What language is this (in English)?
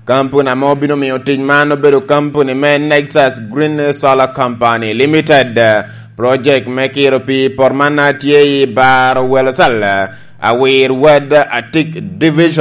Lango (Uganda)